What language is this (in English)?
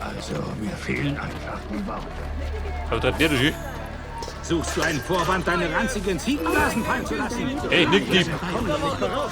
Bavarian